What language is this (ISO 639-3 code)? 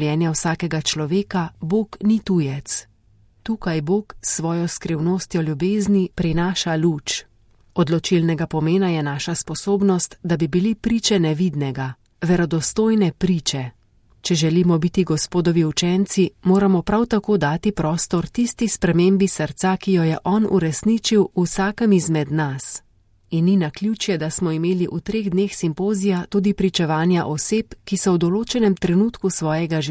slv